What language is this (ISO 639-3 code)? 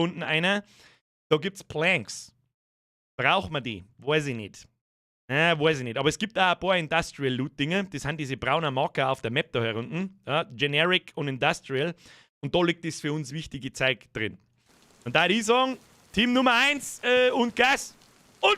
bar